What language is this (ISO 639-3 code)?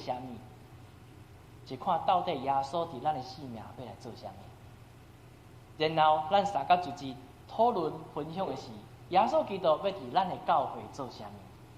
nan